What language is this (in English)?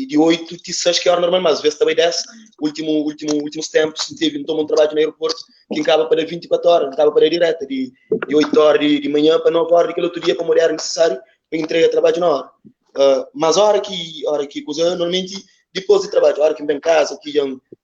Kabuverdianu